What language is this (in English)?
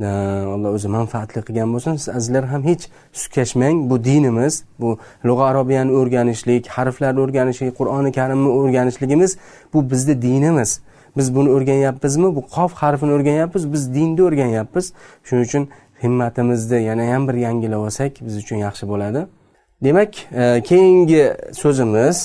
Uzbek